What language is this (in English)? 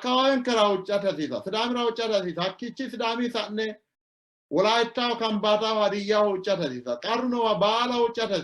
Sidamo